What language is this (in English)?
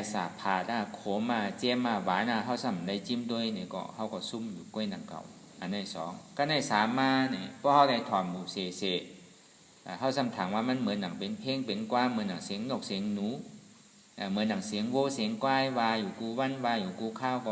Shan